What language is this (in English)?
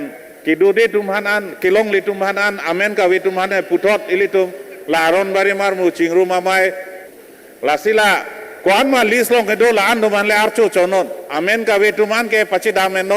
Karbi